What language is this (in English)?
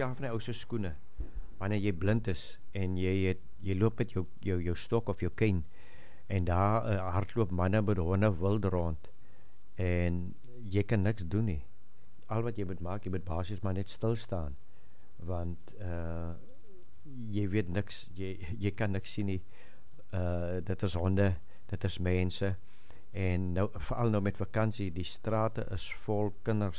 Afrikaans